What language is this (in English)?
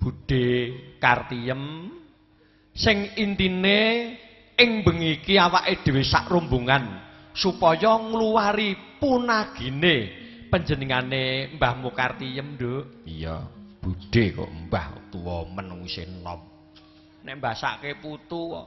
Javanese